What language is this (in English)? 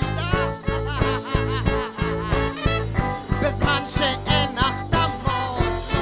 Hebrew